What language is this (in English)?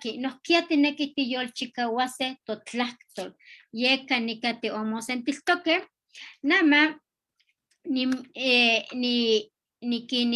Eastern Huasteca Nahuatl